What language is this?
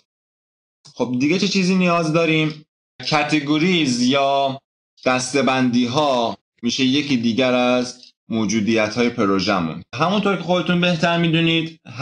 Persian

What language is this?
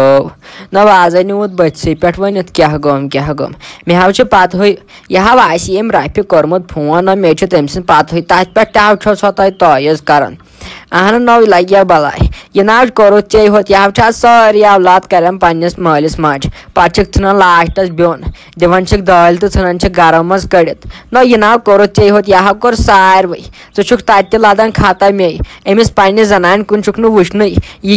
Kashmiri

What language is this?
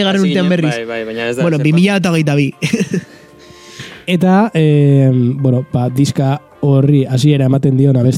Basque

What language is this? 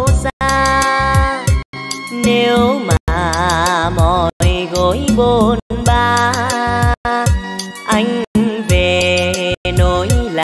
Vietnamese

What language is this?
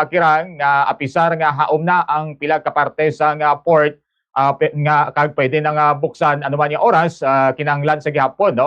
Hiligaynon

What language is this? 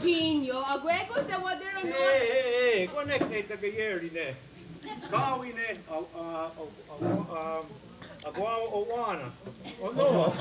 Mohawk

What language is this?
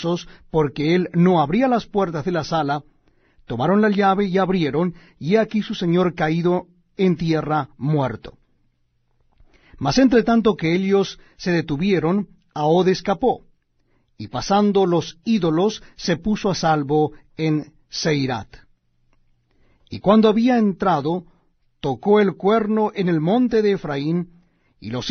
Spanish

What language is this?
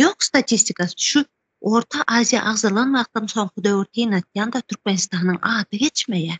Turkmen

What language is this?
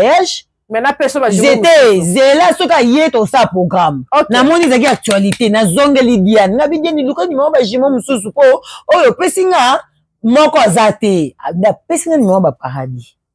Lingala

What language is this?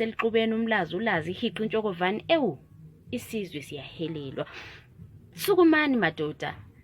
Zulu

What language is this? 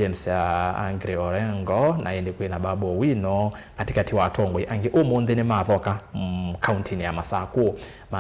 Kamba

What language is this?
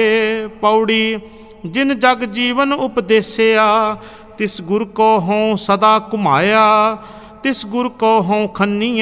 Punjabi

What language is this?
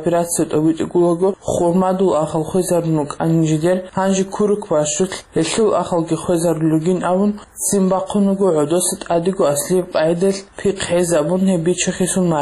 Avaric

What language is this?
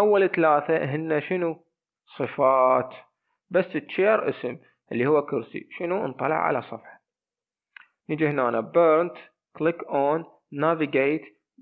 Mesopotamian Arabic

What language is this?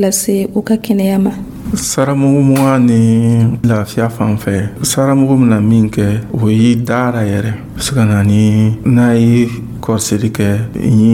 Dyula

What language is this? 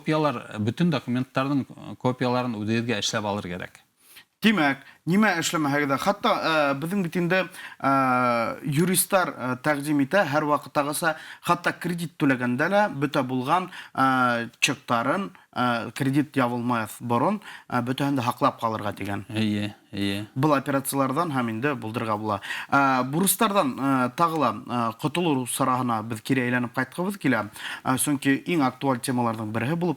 Bashkir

